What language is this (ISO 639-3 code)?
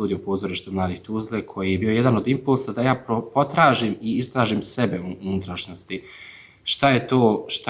bos